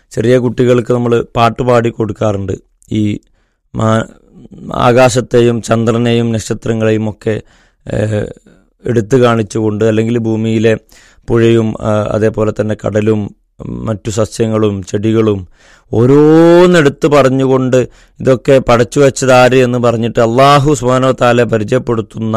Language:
Malayalam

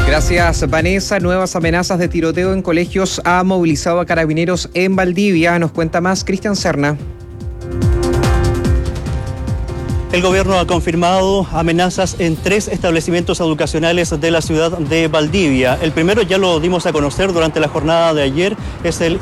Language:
Spanish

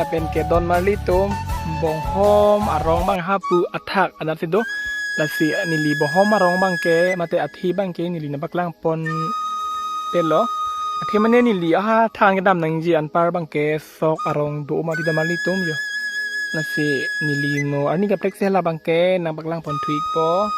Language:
Karbi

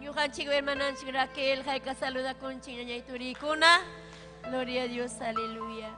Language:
Ayacucho Quechua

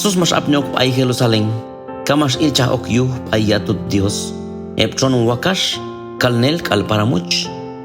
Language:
Q'anjob'al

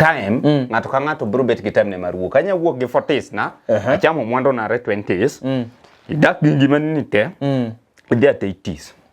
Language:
Luo (Kenya and Tanzania)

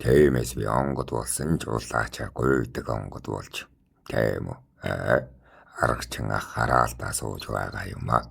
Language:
Mongolian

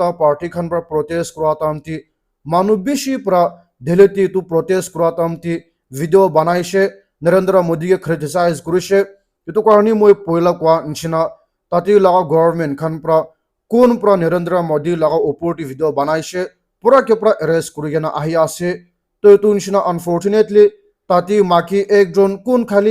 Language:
Naga Pidgin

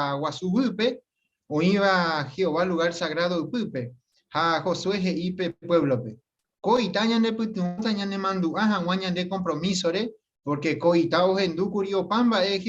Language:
Guarani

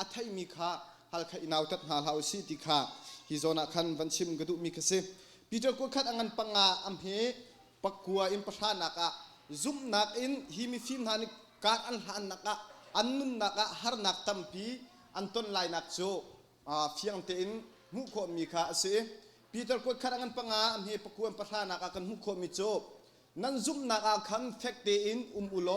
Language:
Hakha Chin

